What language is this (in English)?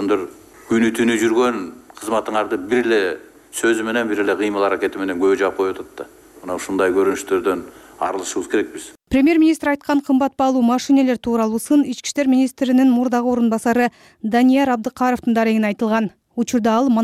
Kyrgyz